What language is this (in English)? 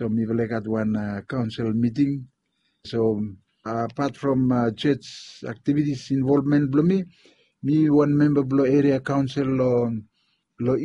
Bislama